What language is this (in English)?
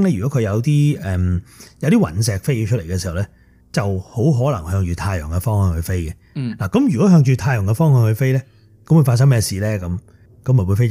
Cantonese